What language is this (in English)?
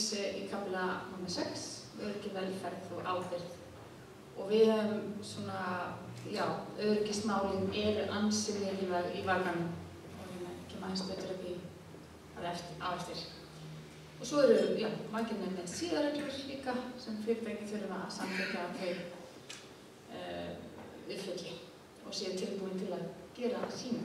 Icelandic